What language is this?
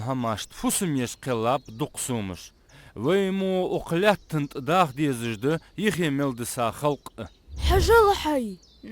Ingush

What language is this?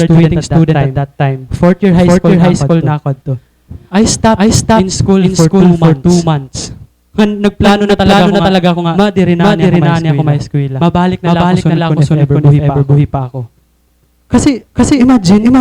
Waray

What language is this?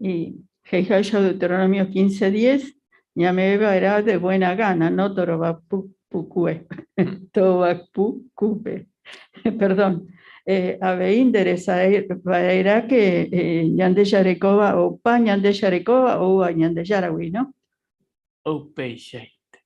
Guarani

